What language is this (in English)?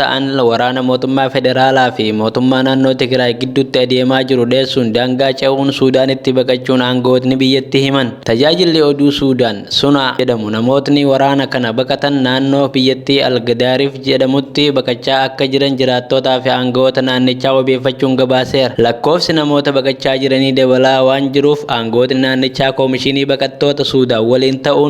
Oromo